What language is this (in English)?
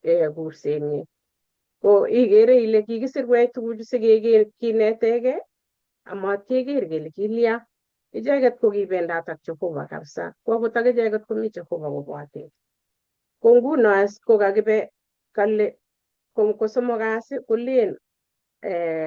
Kalenjin